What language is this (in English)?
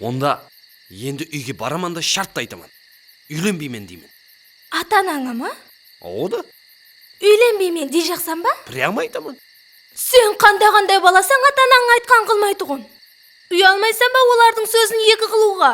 Kara-Kalpak